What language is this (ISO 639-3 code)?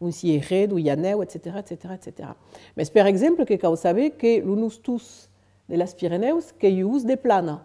oci